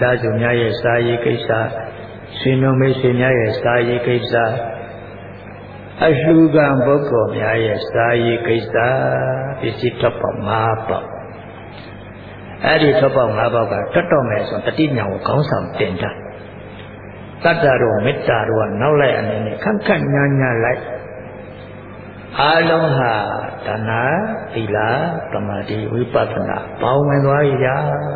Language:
Burmese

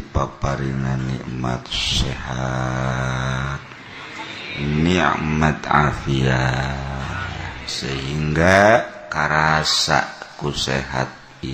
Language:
Sundanese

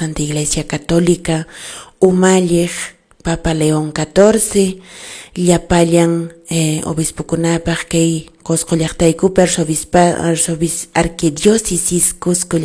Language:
Quechua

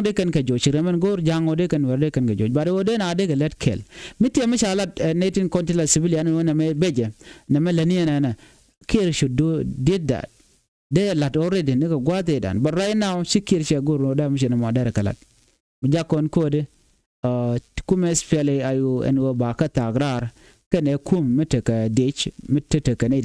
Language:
Nuer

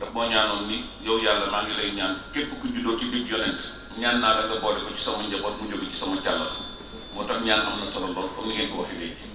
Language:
Wolof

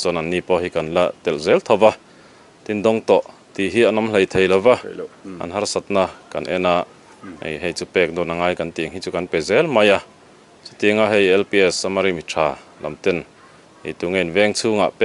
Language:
Mizo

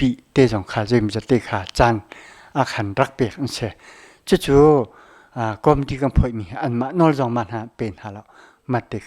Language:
Hakha Chin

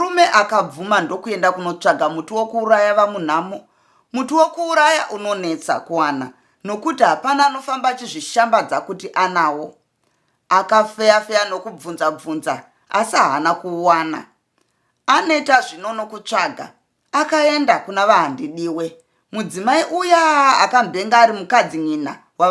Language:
Shona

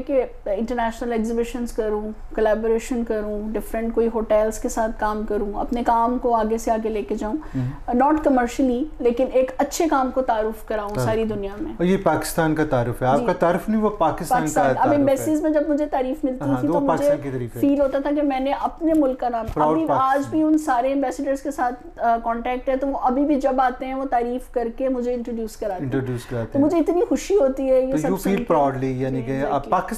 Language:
Urdu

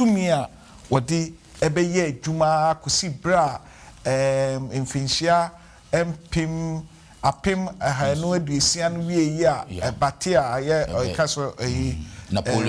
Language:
Akan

